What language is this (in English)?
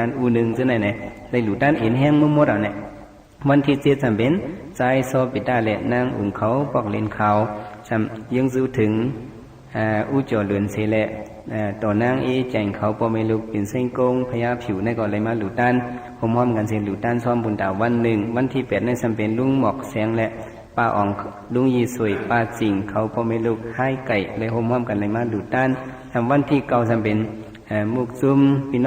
Shan